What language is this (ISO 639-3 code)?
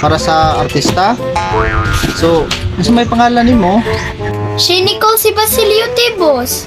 ceb